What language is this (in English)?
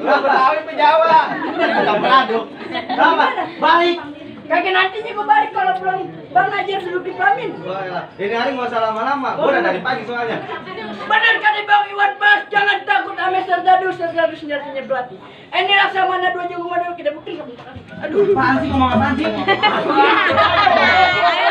Betawi